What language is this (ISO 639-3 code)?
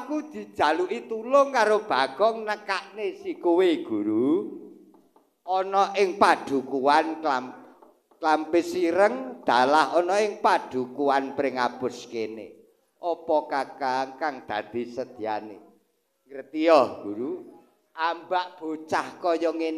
jav